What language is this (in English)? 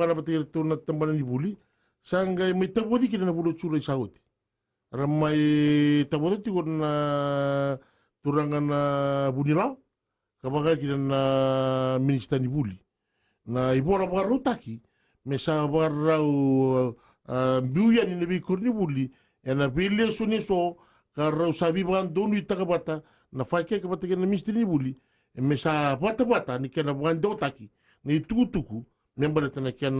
Fijian